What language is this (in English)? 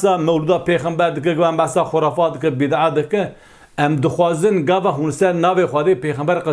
Kurdish